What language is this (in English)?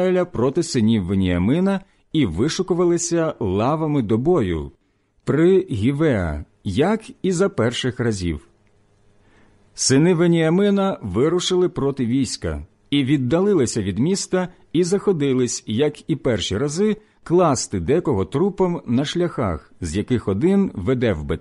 Ukrainian